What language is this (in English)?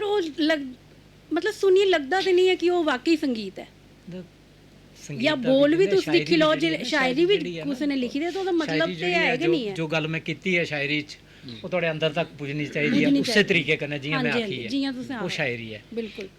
Dogri